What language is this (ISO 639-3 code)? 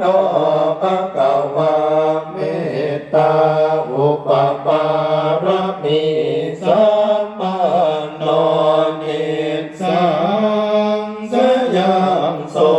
pli